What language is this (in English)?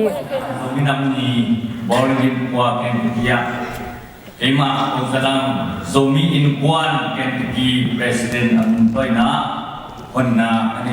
Tedim Chin